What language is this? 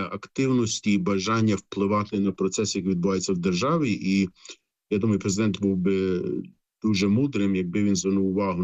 Ukrainian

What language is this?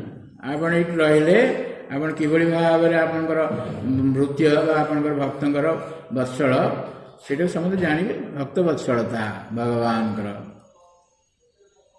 Odia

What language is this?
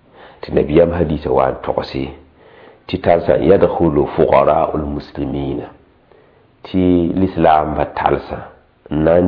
Mossi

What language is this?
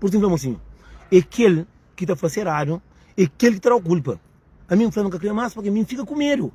Kabuverdianu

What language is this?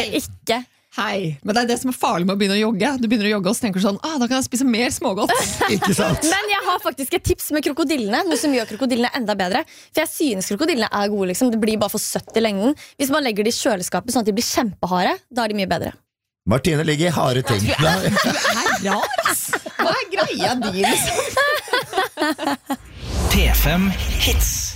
Norwegian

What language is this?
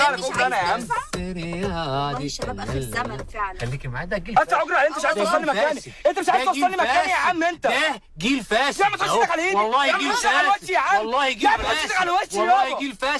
Egyptian Arabic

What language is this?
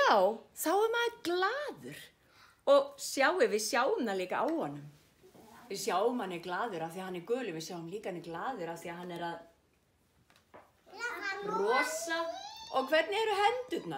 Icelandic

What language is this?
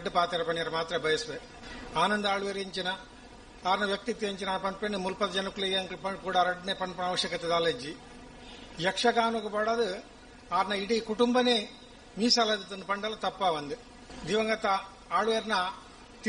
Tulu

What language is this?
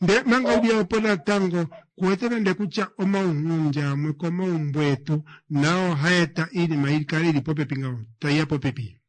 Kuanyama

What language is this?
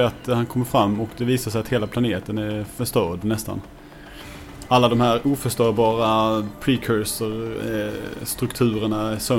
Swedish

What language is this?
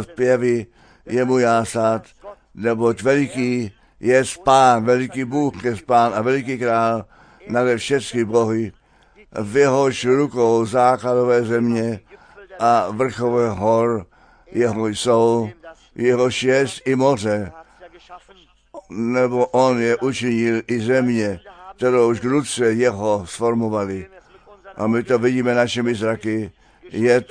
Czech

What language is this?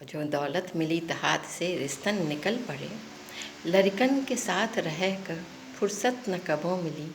Awadhi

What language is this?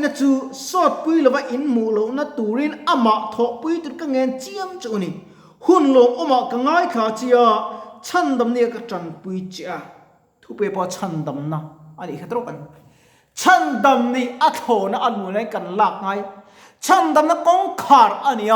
Mizo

